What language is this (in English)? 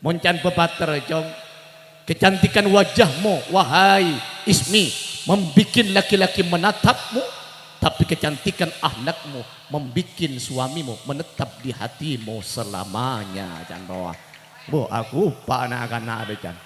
Madurese